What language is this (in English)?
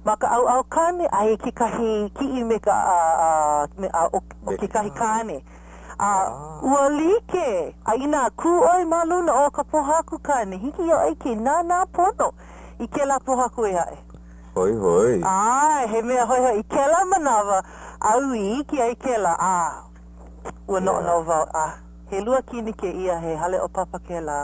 Hawaiian